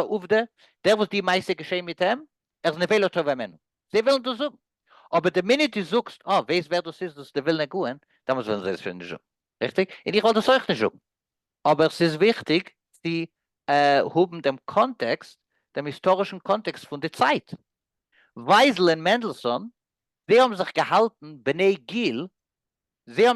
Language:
Yiddish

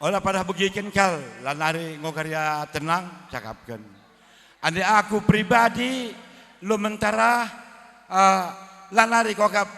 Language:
Batak Karo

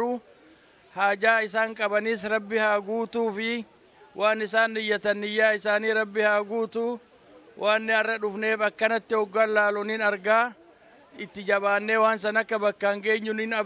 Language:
Oromo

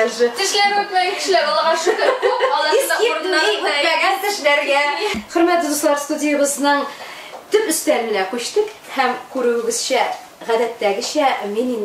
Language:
Tatar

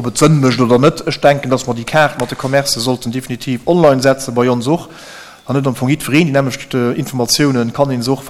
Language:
Luxembourgish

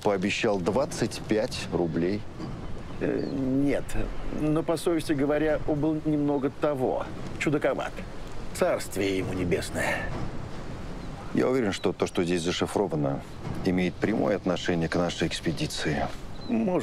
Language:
Russian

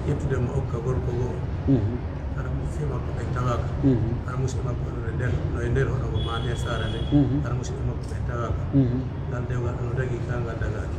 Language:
Pular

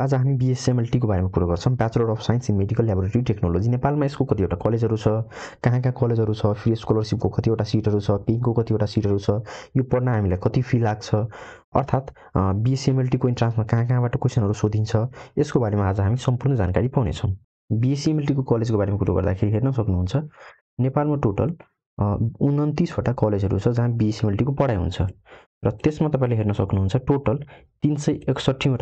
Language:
Nepali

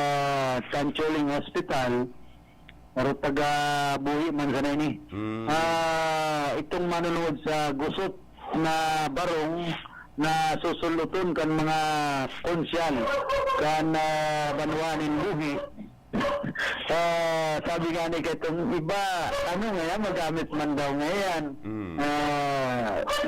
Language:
Bikol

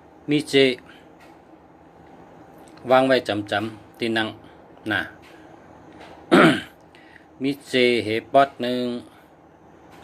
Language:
Shan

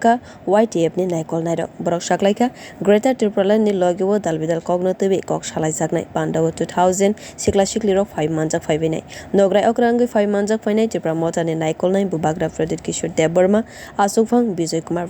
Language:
Kok Borok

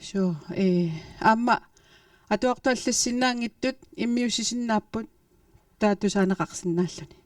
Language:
Kalaallisut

